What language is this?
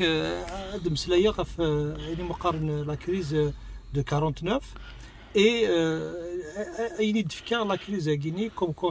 Kabyle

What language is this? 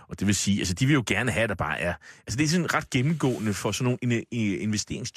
Danish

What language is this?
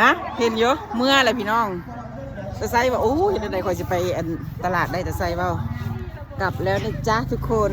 Lao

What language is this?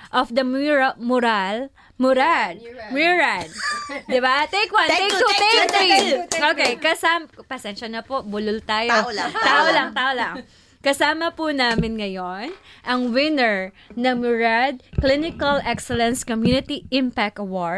Filipino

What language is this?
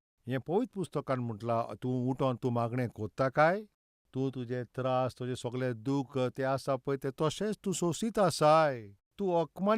Konkani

